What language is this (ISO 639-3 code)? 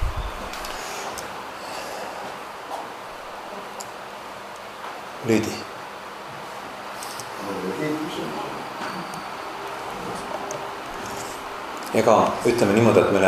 est